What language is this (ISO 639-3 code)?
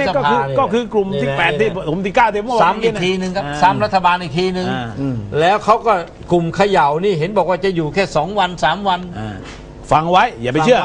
tha